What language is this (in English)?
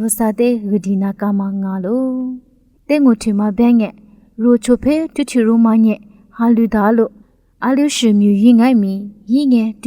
Lisu